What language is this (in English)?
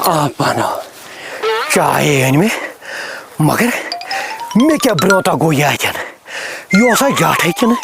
Kashmiri